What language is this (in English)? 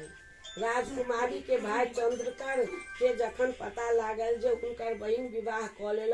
Maithili